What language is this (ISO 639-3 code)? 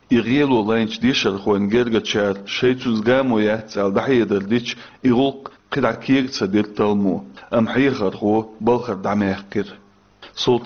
che